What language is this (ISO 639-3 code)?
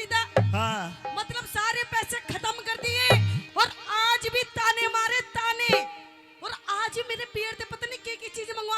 bgc